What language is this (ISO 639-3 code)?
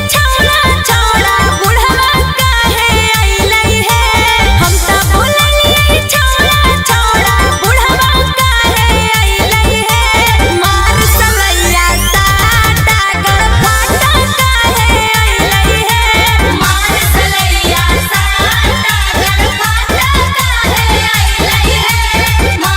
mag